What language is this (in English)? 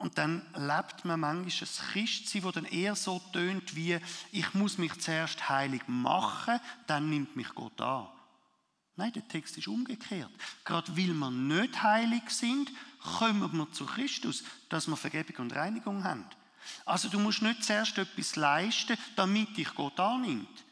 Swiss German